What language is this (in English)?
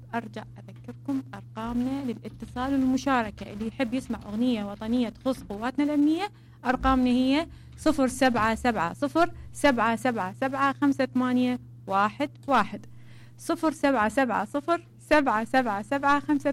Mesopotamian Arabic